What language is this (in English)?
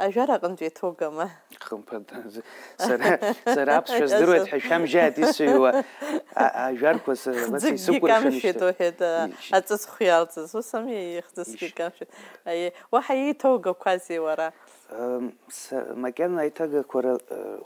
Abkhazian